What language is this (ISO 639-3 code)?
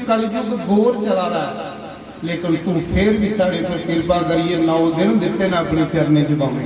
doi